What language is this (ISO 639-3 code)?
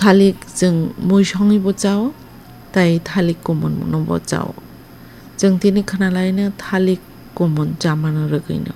trp